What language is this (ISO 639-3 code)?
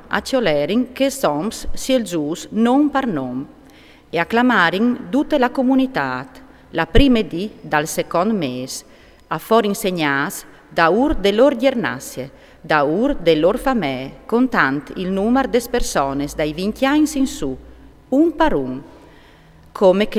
fur